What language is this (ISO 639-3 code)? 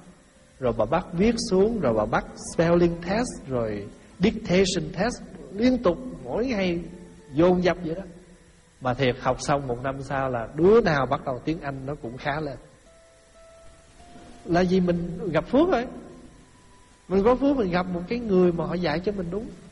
vie